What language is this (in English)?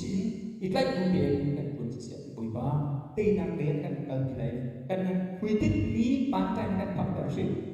Hakha Chin